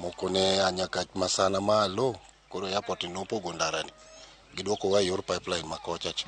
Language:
Luo (Kenya and Tanzania)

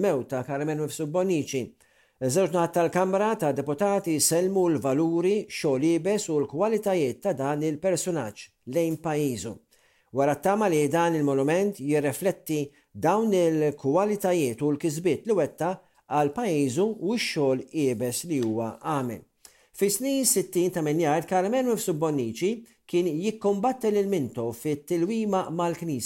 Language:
Maltese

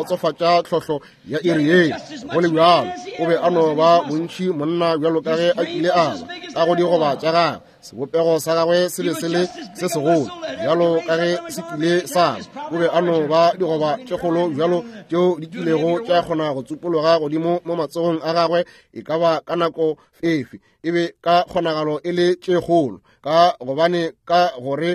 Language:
Northern Sotho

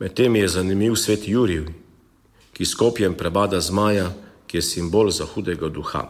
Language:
Slovenian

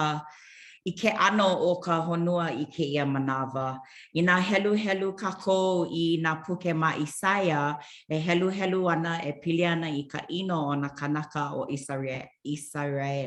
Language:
Hawaiian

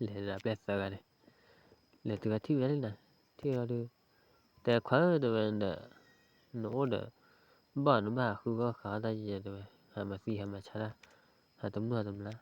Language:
S'gaw Karen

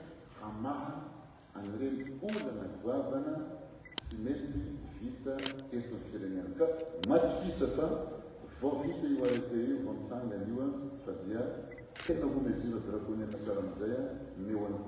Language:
Malagasy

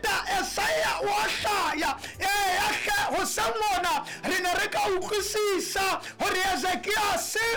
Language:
Southern Sotho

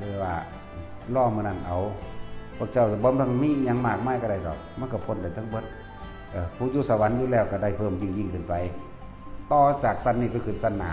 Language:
Northeastern Thai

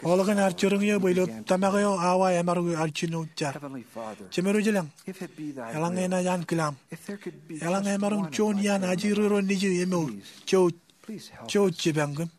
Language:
Marshallese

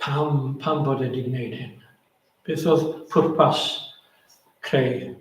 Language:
Welsh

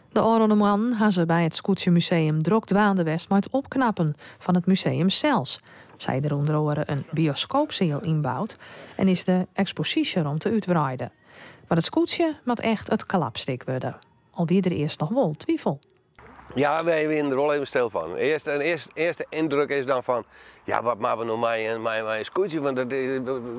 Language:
Western Frisian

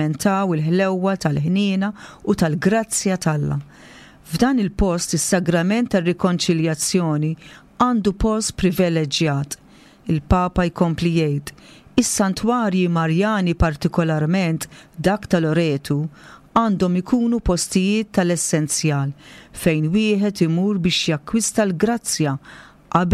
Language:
Maltese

